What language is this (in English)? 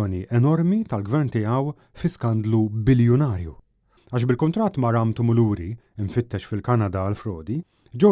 Maltese